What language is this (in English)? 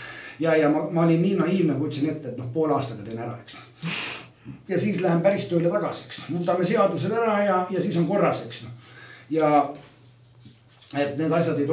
Estonian